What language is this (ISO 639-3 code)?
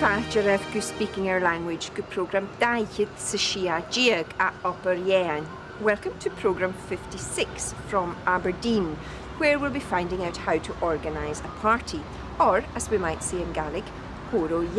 gla